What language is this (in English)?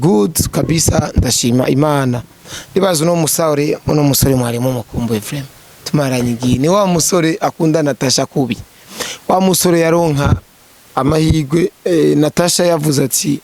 Rundi